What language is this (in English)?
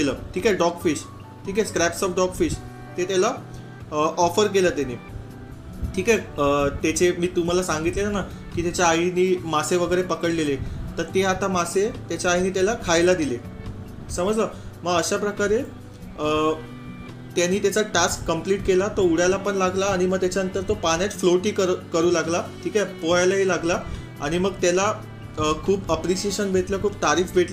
Marathi